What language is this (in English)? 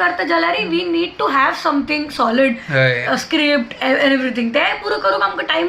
Konkani